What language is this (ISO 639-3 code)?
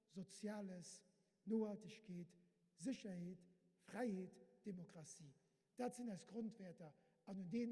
ltz